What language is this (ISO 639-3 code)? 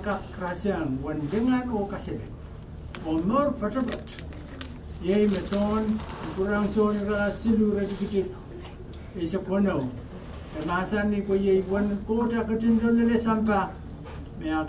pon